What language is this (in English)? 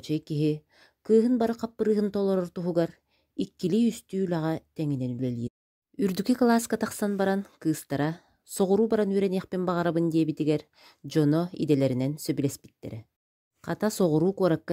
Yakut